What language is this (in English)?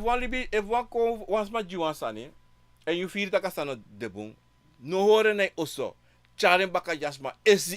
Sranan Tongo